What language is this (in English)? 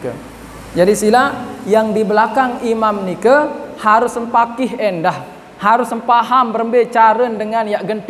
Sasak